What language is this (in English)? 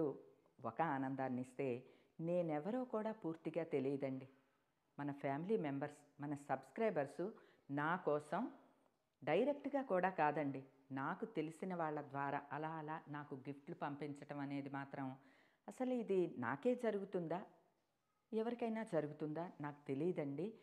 Telugu